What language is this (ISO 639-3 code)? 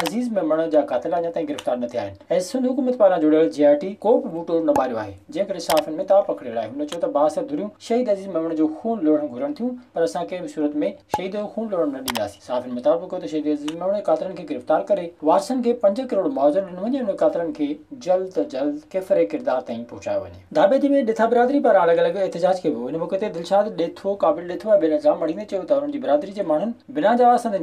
snd